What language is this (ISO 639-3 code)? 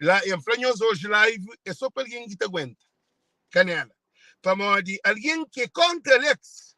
kea